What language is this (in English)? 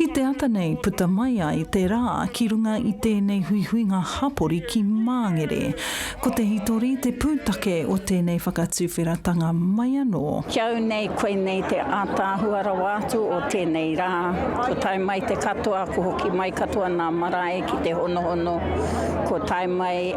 Māori